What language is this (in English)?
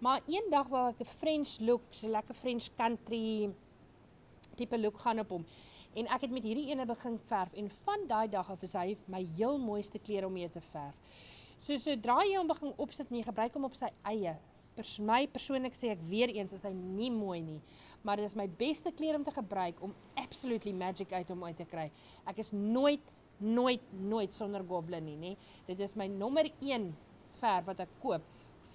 Afrikaans